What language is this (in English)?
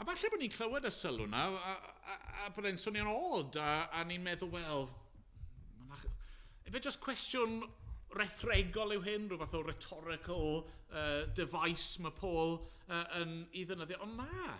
Welsh